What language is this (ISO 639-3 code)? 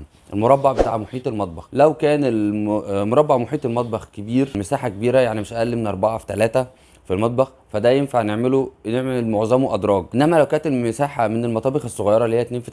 arz